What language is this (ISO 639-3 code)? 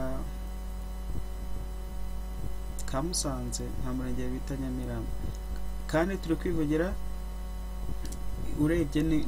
kin